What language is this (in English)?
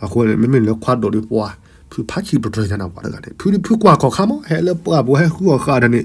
S'gaw Karen